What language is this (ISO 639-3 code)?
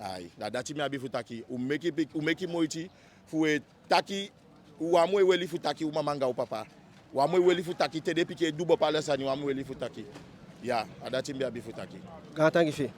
djk